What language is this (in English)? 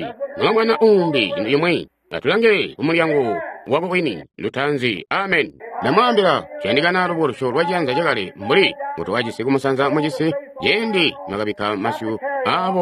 Tonga (Zambia)